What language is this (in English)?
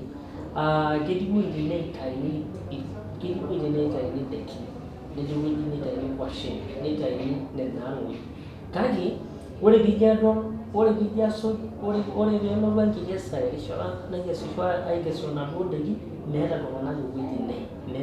Masai